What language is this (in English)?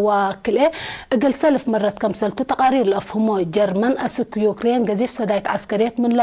Tigre